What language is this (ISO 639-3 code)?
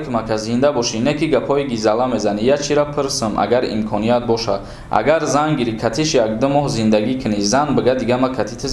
tgk